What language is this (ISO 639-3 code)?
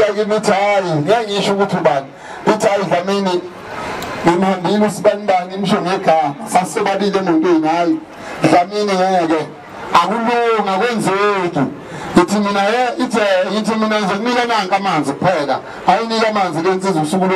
zul